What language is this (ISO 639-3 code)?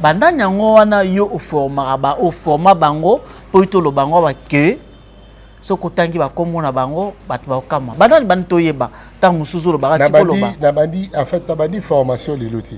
lin